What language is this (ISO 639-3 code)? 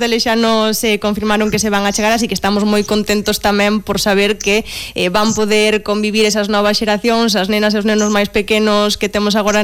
glg